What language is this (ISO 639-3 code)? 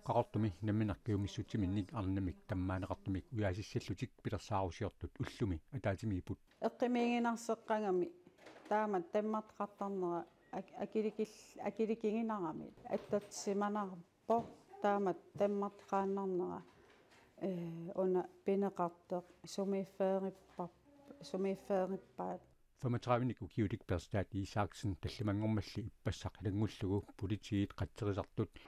kal